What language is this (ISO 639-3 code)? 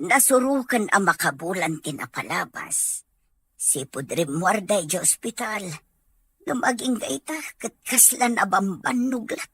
ilo